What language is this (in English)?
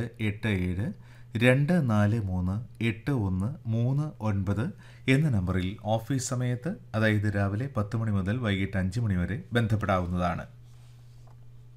Malayalam